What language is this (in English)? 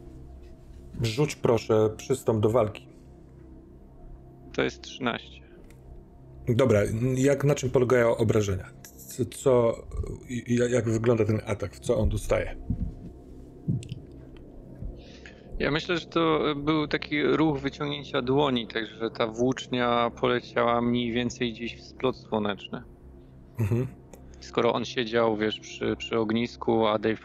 Polish